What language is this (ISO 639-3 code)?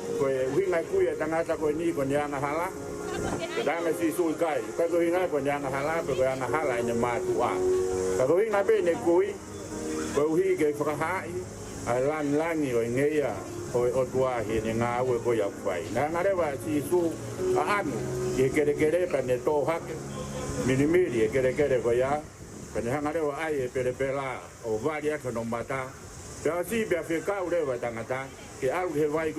ton